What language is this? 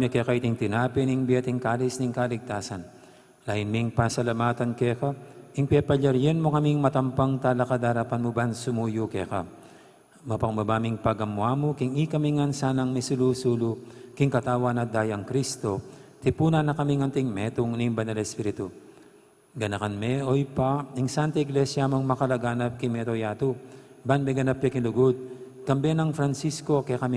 Pampanga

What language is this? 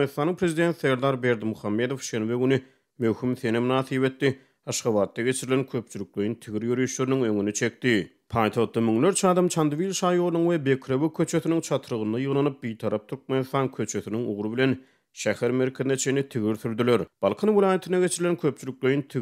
Turkmen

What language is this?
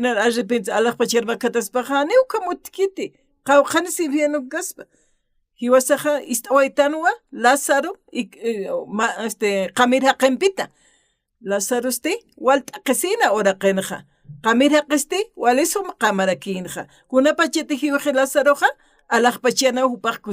Aymara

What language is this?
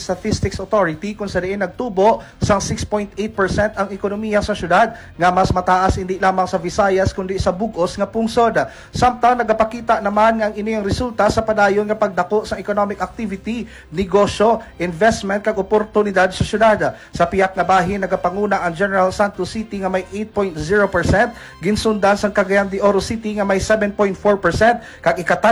Hiligaynon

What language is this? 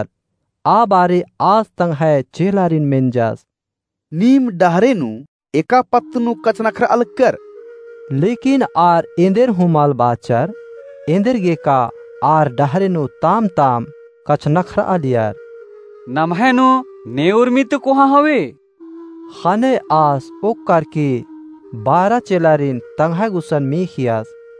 Kurukh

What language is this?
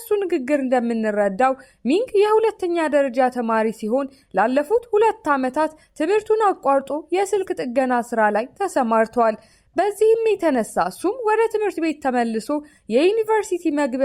Amharic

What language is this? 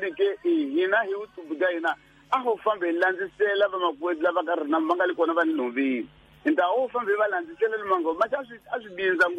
Tsonga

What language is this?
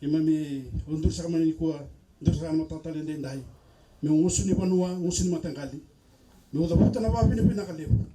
Fijian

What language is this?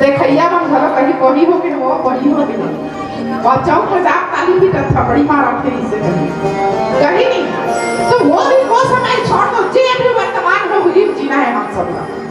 Chhattisgarhi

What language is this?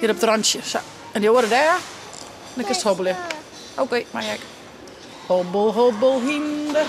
Western Frisian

